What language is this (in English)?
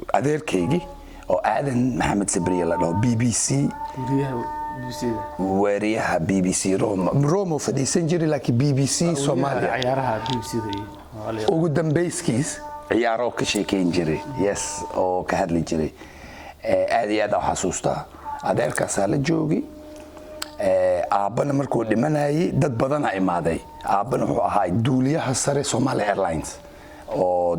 Somali